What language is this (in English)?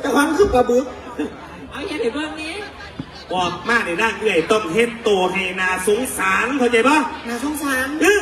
Northeastern Thai